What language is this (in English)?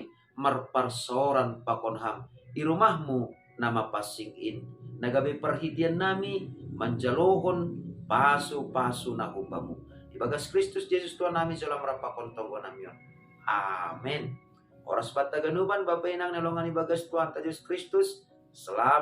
Batak Simalungun